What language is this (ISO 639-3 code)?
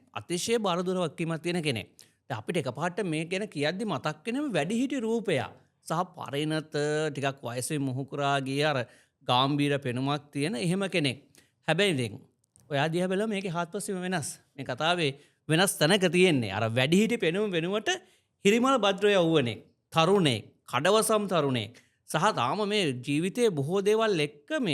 sin